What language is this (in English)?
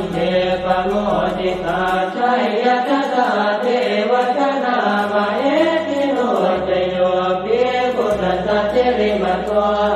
Pali